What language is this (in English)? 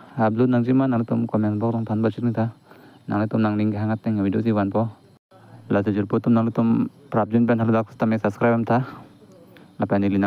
Karbi